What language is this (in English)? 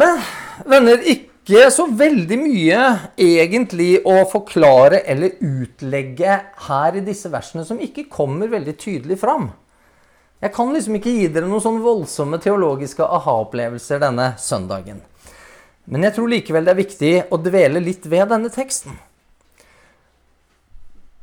Norwegian